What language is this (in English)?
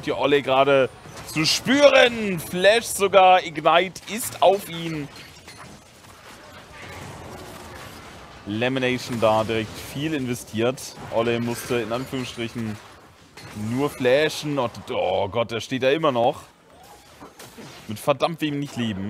German